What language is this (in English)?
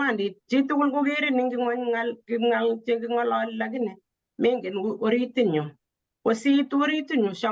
Kalenjin